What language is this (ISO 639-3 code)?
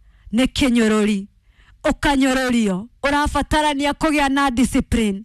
kik